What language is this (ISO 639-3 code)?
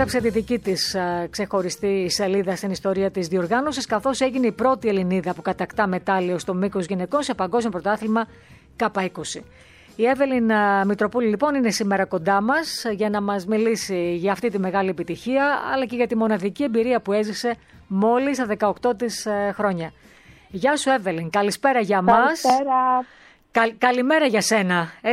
ell